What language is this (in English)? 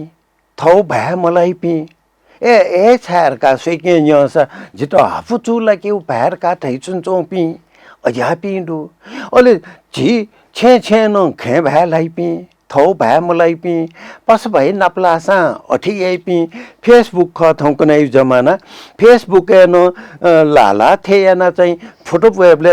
Newari